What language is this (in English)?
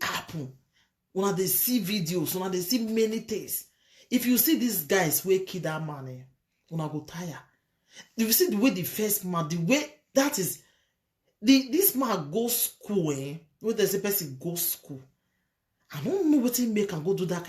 Nigerian Pidgin